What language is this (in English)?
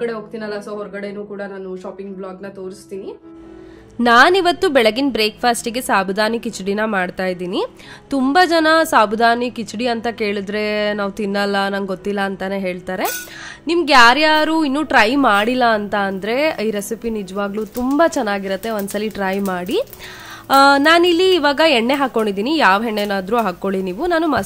Kannada